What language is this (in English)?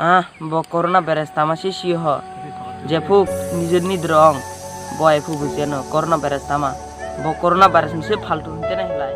Kok Borok